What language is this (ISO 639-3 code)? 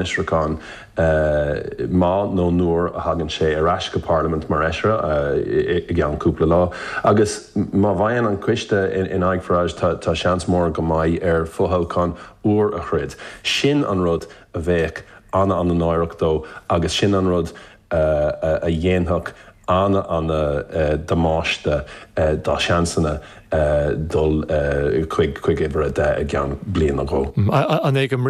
gle